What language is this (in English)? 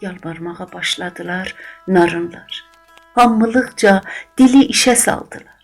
South Azerbaijani